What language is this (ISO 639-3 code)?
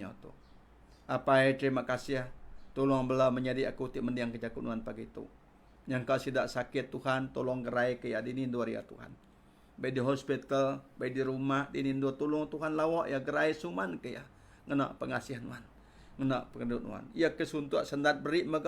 iba